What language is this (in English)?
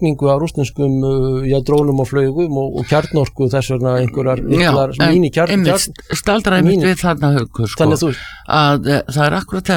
Icelandic